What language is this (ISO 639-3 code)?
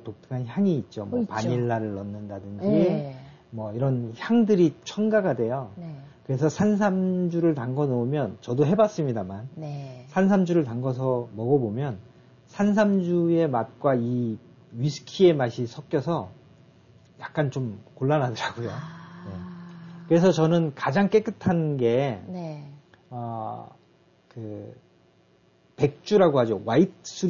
kor